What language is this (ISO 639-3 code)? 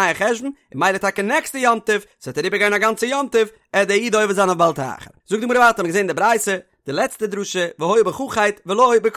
yid